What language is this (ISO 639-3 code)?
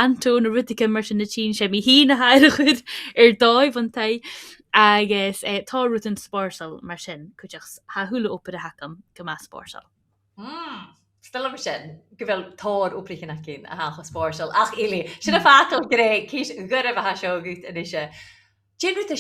gla